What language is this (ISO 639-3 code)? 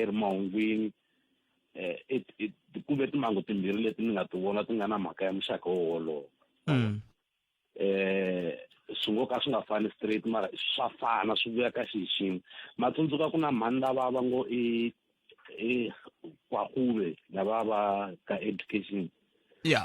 tso